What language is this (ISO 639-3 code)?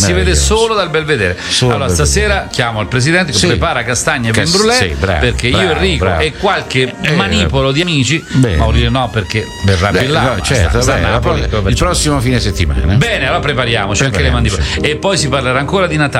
ita